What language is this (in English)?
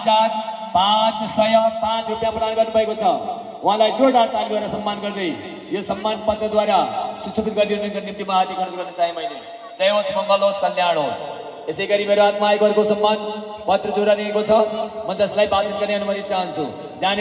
Nepali